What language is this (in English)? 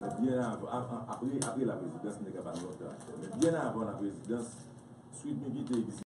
Haitian Creole